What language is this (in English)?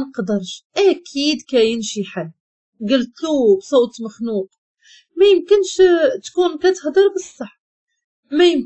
Moroccan Arabic